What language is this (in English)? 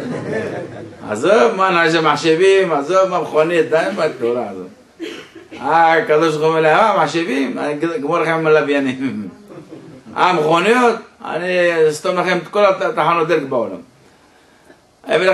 Hebrew